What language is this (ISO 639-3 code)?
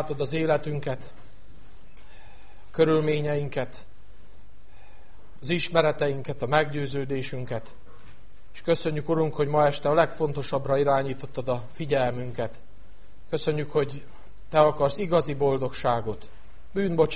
hun